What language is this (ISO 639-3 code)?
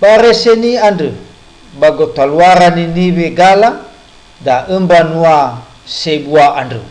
nia